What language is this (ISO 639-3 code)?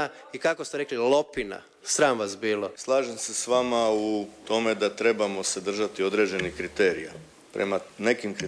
hrv